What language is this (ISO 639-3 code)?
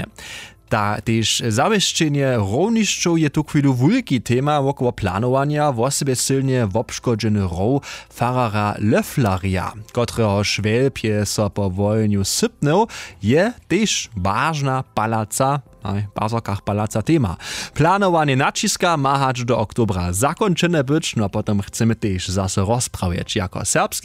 hsb